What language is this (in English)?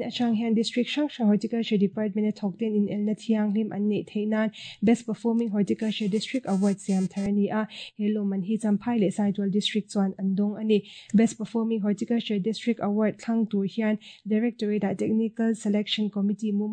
Mizo